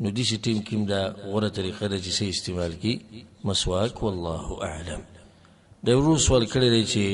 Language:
Pashto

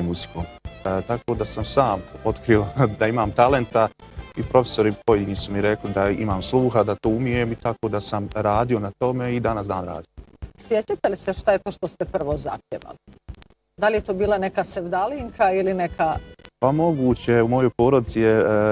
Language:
Bosnian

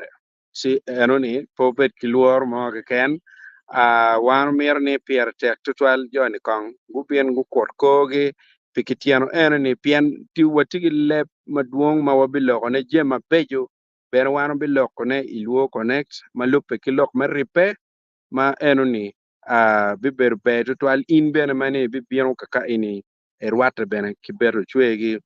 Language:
Acoli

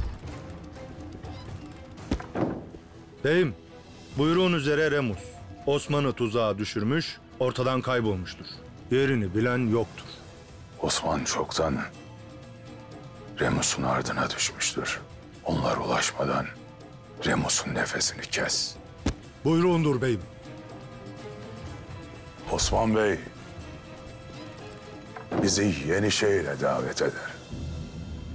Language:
Turkish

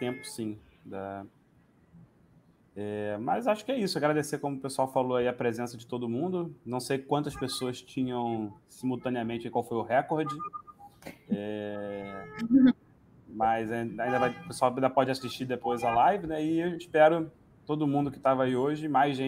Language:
Portuguese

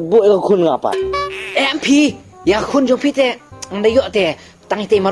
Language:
Khasi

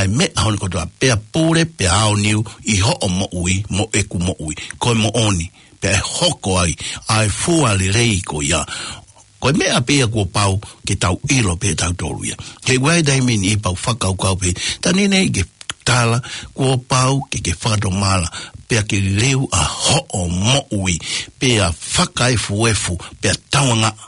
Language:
Tongan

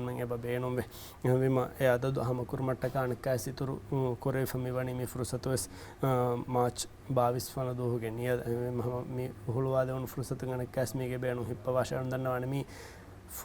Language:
Divehi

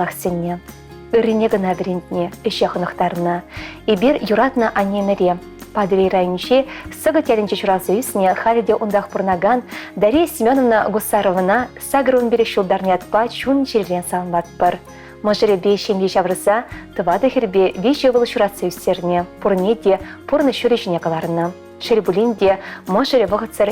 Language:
Chuvash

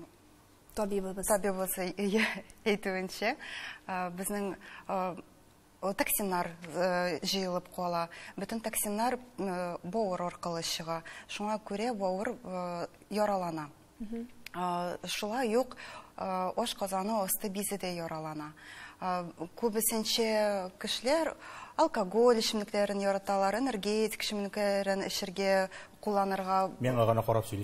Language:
Tatar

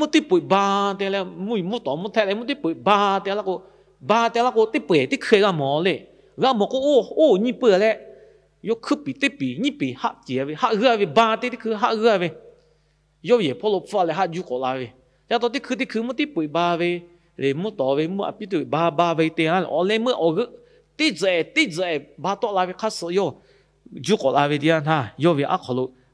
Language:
Lahu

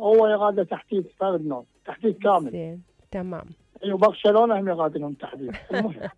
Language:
Mesopotamian Arabic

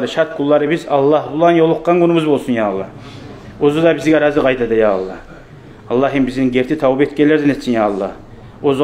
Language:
Kumyk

